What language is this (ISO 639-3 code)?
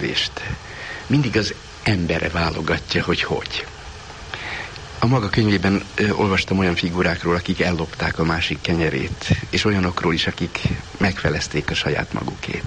hun